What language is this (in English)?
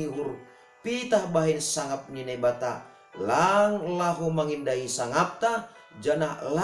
Batak Simalungun